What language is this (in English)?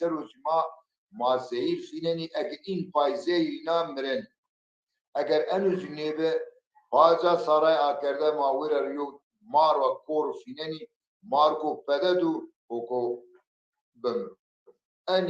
Zaza